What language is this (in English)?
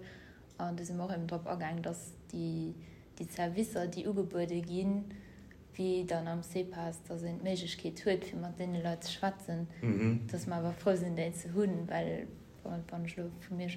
Luxembourgish